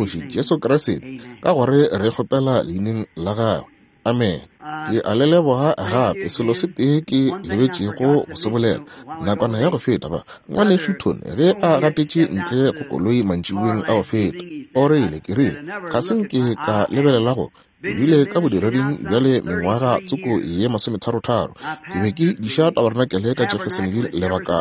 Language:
Northern Sotho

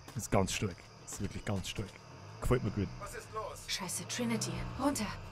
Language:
Bavarian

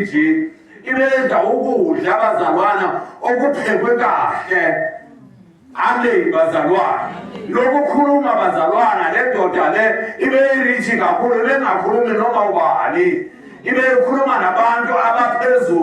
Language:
Zulu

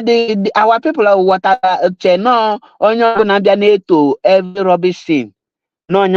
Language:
Igbo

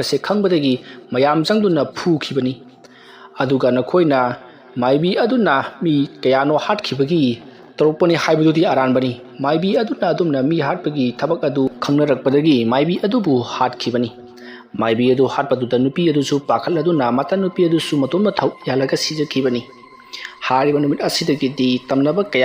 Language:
Manipuri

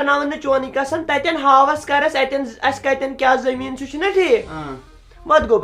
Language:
Kashmiri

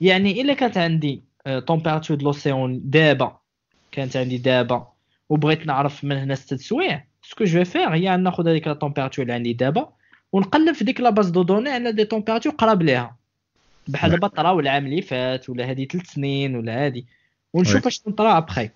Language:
Moroccan Arabic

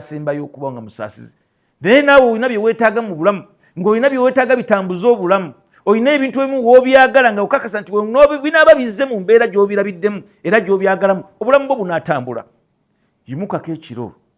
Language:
Ganda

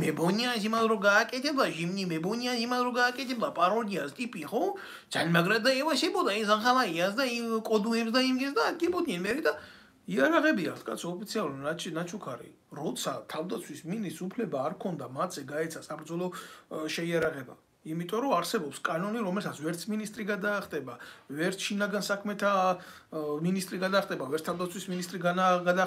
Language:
Georgian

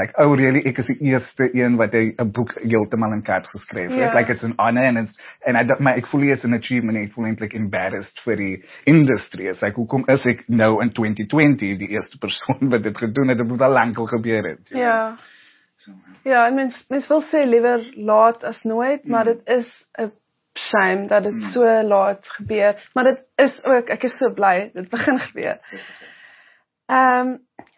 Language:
Afrikaans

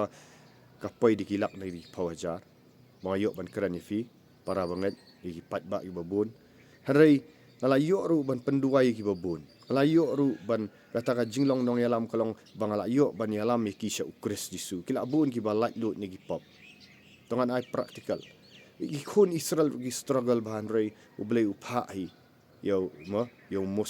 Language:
Khasi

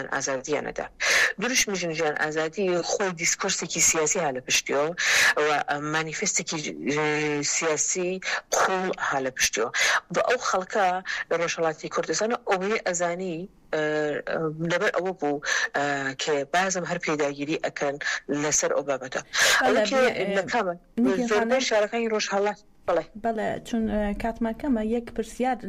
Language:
Central Kurdish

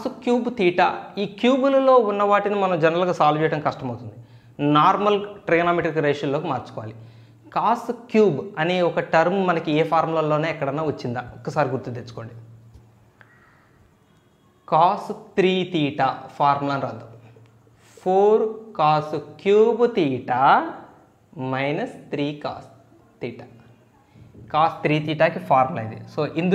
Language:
Telugu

